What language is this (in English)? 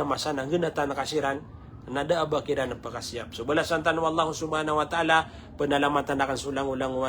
Maranao